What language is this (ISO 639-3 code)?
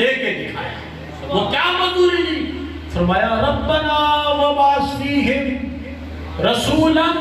urd